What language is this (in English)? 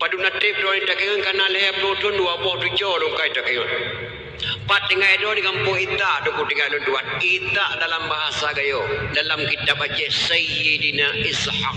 Achinese